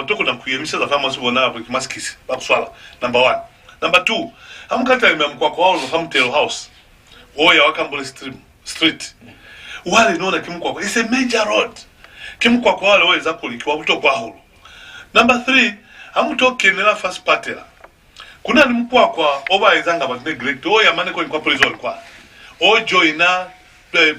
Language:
Lozi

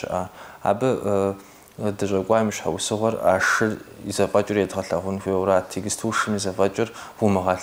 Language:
Kabardian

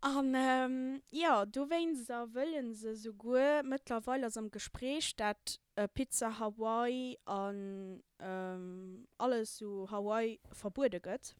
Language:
Luxembourgish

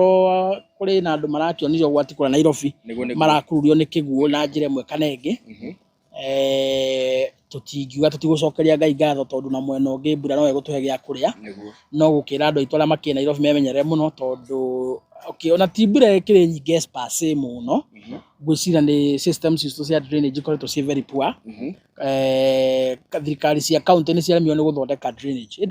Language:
Kikuyu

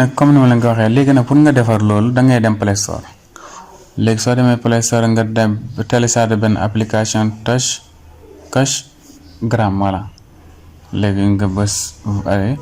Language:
Wolof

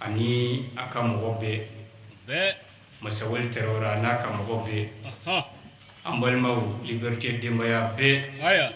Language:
Bambara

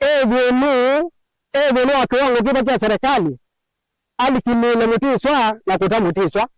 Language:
Kamba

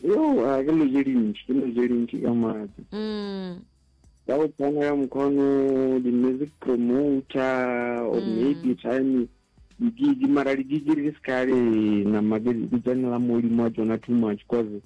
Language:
Northern Sotho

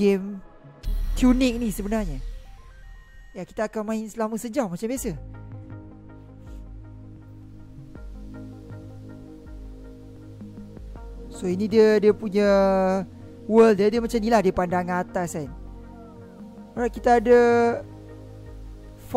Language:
Malay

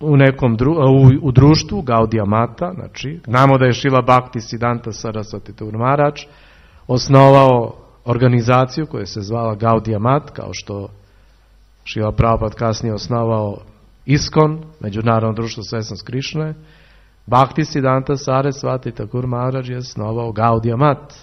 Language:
Serbian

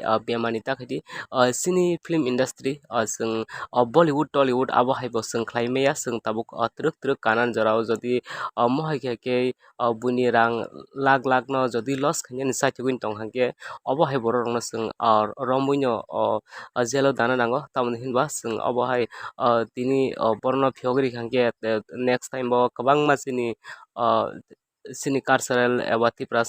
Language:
Kok Borok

